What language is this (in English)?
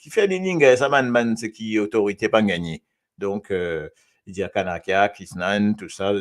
Morisyen